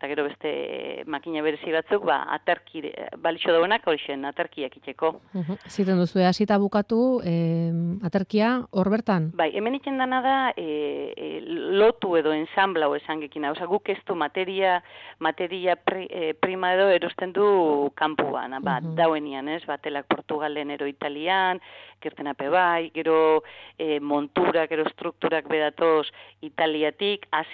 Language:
Basque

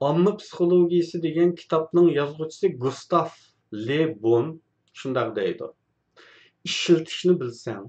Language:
Uyghur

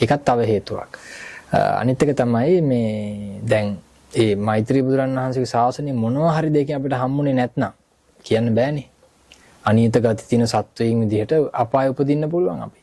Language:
Sinhala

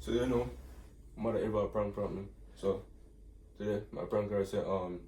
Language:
Jamaican Creole English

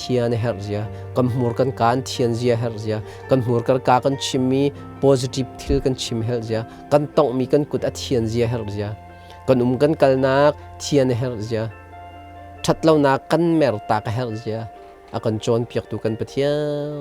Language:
Hakha Chin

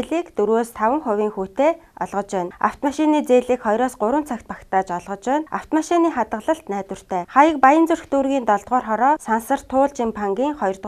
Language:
Mongolian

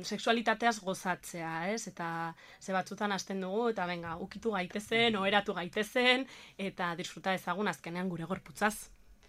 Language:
Basque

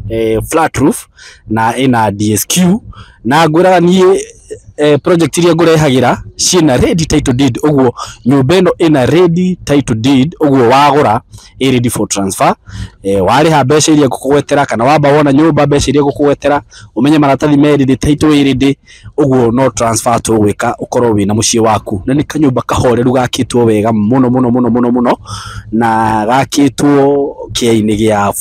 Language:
Kikuyu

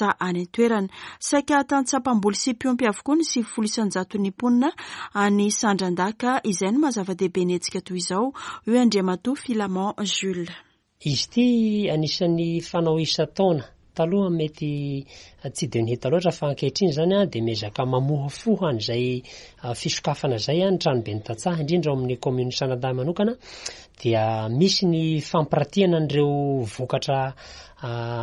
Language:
Malagasy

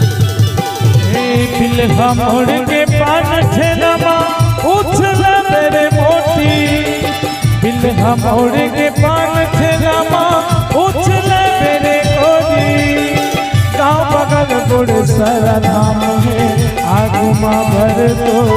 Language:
Chhattisgarhi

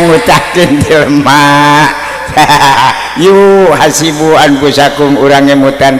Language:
Sundanese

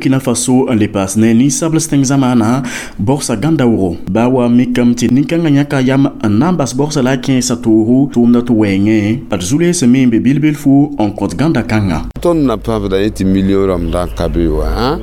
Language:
Mossi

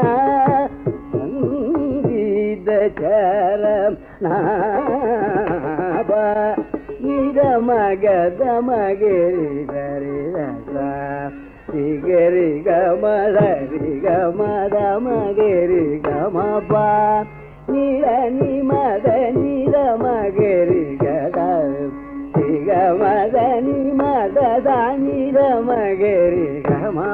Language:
Tamil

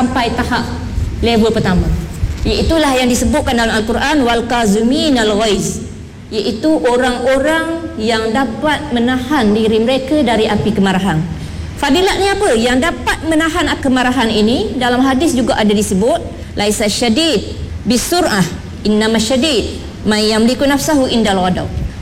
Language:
Malay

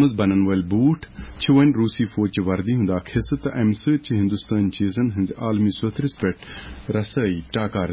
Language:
Kashmiri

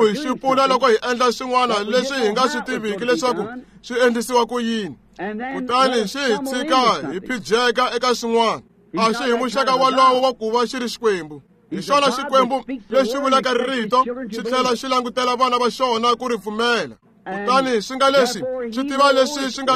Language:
Tsonga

